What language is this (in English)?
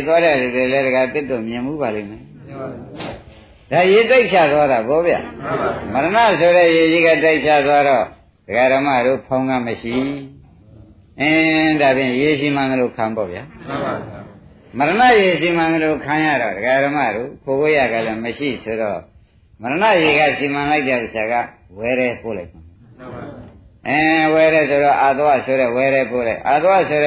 Burmese